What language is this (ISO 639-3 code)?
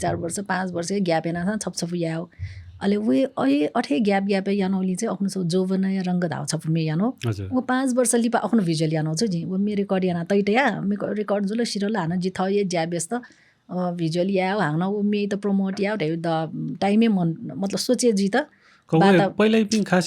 new